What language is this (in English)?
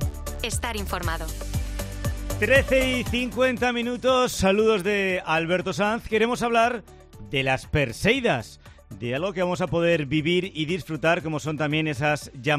Spanish